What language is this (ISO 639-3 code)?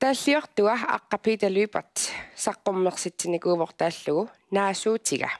kal